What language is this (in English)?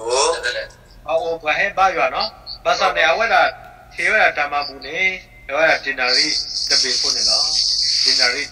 S'gaw Karen